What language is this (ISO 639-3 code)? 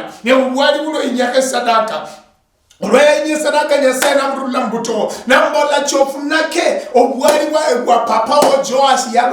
luy